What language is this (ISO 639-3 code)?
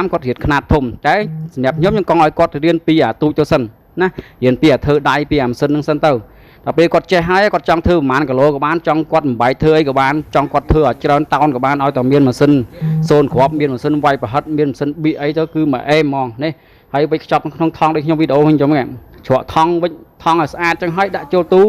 khm